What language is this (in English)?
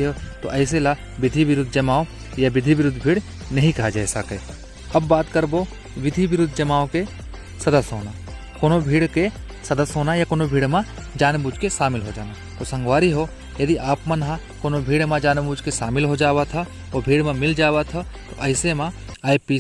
Chhattisgarhi